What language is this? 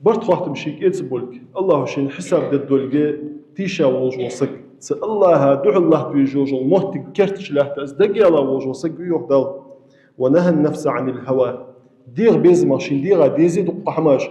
Ingush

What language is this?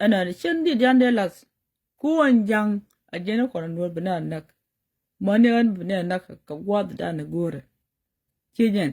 Nuer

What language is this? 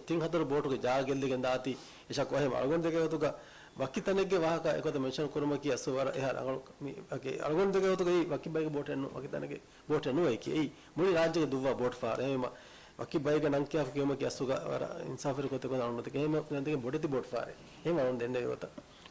Divehi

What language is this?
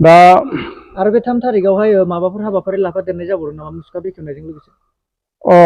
Bodo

